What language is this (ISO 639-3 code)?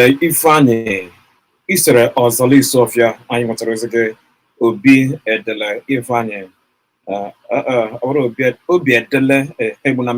ibo